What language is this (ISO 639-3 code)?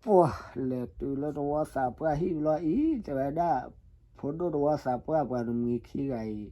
ksw